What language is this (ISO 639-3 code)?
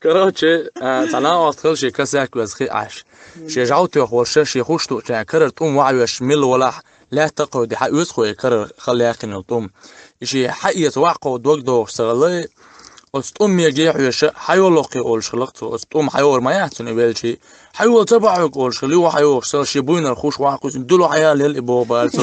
che